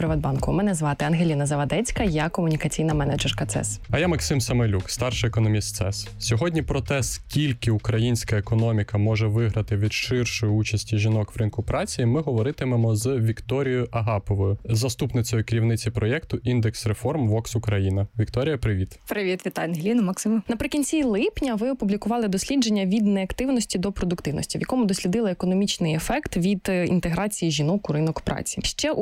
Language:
Ukrainian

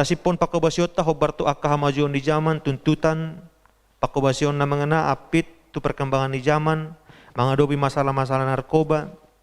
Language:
Batak Toba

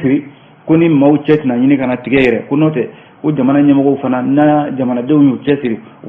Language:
Bambara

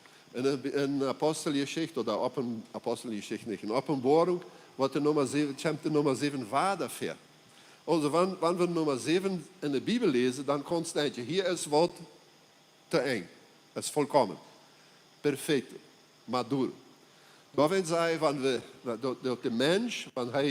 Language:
Plautdietsch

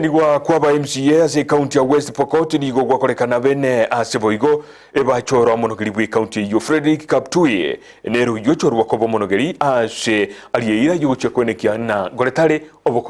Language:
Gusii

